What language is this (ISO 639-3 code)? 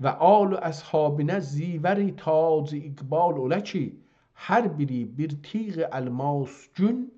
azb